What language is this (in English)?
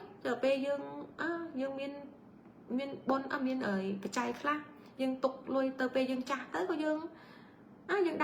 Khmer